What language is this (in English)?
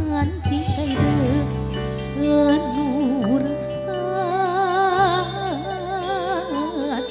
Sundanese